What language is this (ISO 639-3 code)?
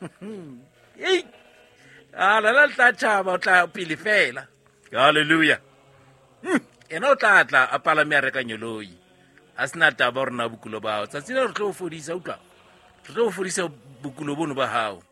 sot